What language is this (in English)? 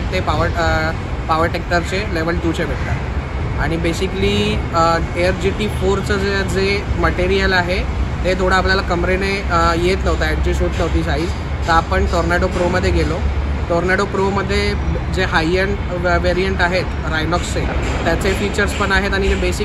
Marathi